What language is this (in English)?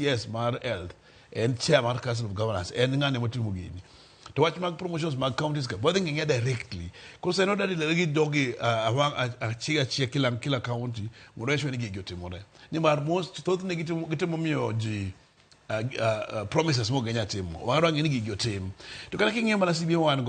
Luo (Kenya and Tanzania)